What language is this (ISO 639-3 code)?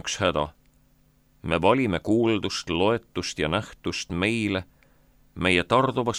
est